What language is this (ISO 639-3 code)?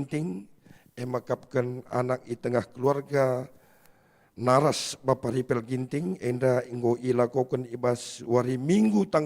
btx